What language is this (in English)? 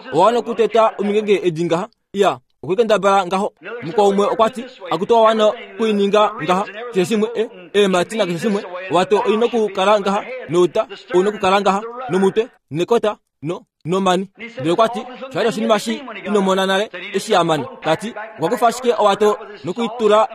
Kuanyama